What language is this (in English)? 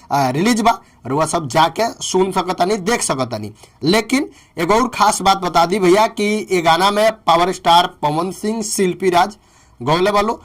Bhojpuri